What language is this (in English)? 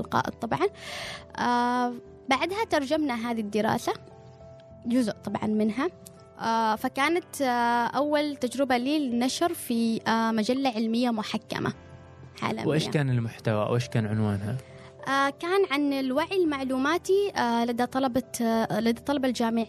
Gulf Arabic